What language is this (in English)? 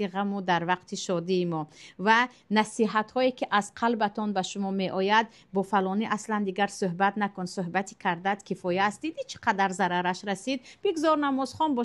Tajik